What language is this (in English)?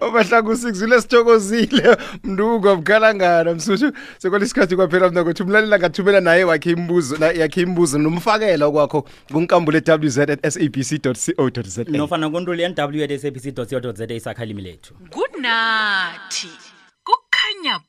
South Ndebele